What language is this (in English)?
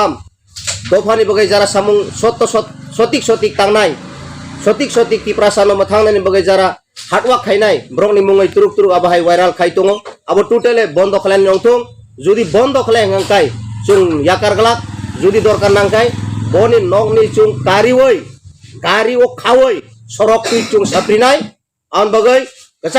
Kok Borok